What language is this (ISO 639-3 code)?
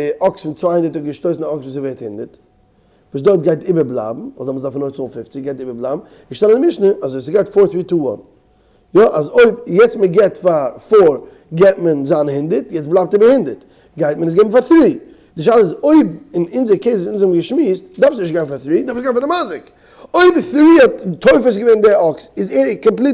yid